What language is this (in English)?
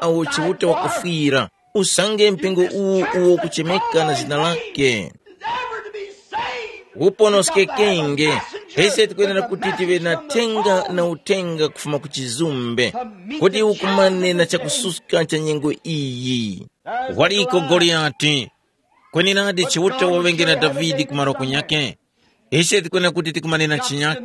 Tumbuka